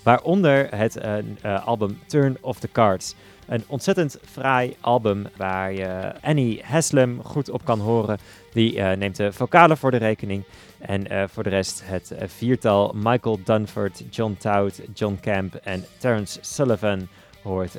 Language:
Dutch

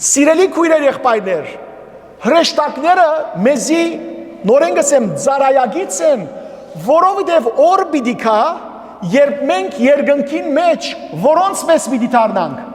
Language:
Western Armenian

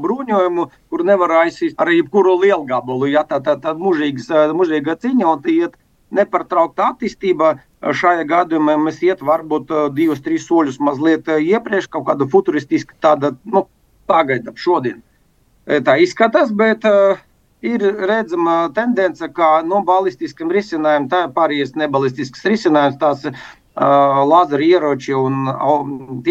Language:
Latvian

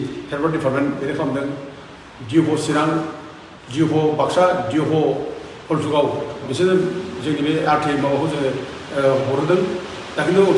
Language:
Bodo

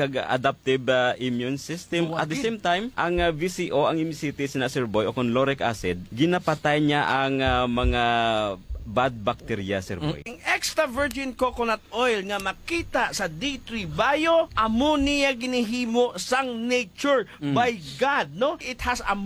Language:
Hiligaynon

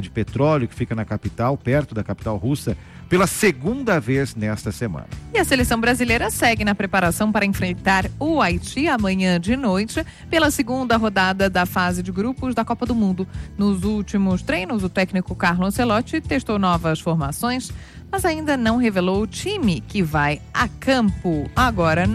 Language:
Portuguese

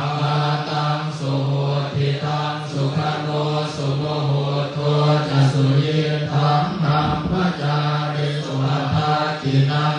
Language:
Pali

